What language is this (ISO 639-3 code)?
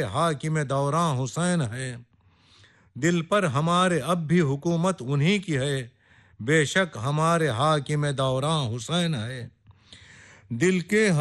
urd